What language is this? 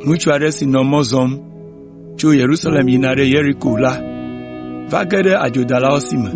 Ewe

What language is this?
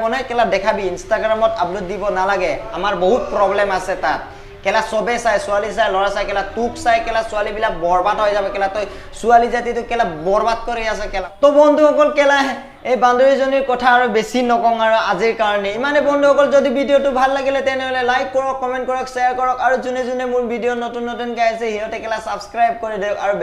Assamese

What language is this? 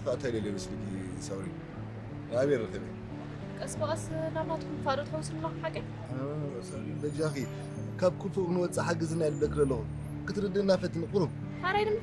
Tigrinya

